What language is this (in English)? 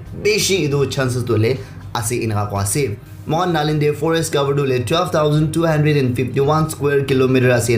Naga Pidgin